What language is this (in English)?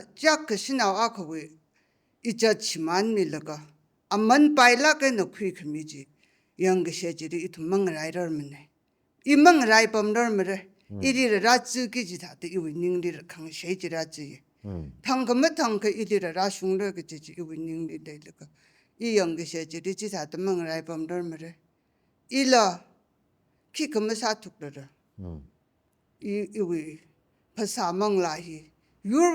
Tangkhul Naga (India)